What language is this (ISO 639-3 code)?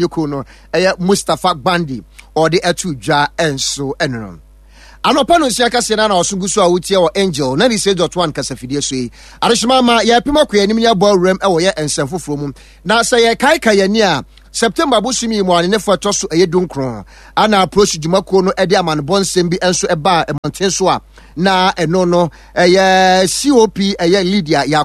aka